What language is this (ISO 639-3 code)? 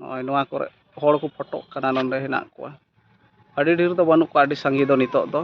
sat